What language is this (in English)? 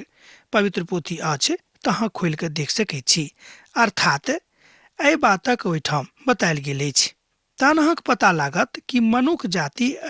Maithili